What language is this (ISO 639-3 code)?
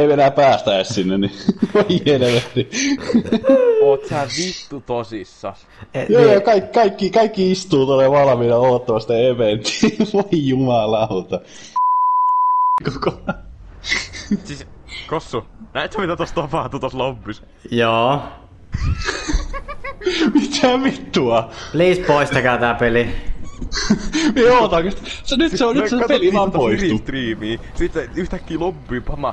fin